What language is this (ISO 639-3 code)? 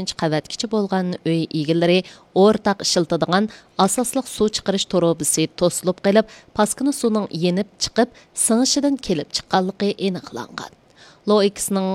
uig